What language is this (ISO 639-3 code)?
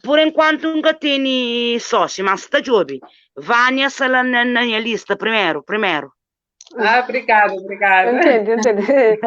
kea